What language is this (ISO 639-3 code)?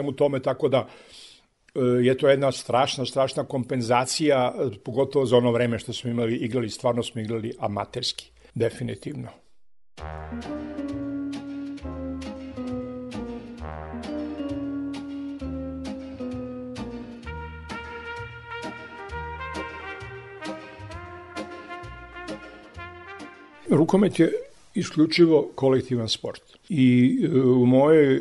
srp